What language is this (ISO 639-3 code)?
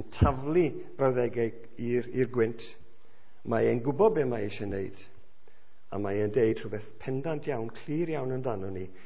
cym